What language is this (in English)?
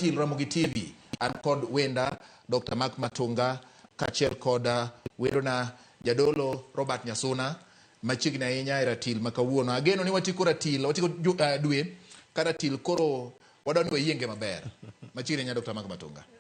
Luo (Kenya and Tanzania)